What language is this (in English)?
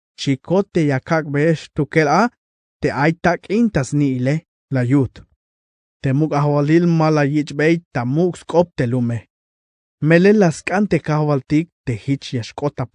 Tzeltal